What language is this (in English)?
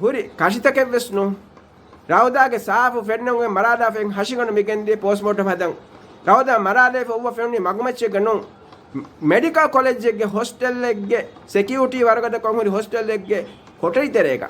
Divehi